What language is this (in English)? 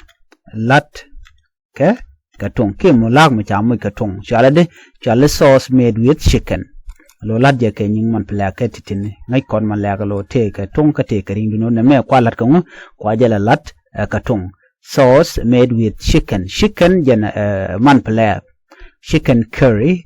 Nuer